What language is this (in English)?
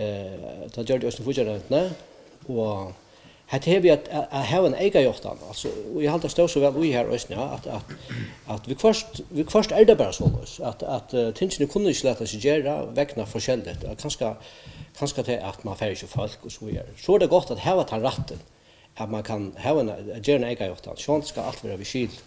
Faroese